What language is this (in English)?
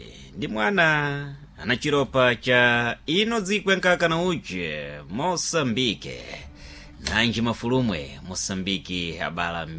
Sena